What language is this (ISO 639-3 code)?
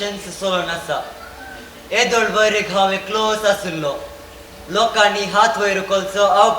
kok